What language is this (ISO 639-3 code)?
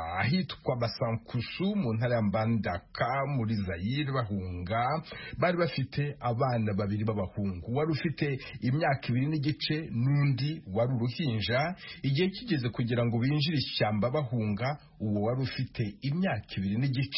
kin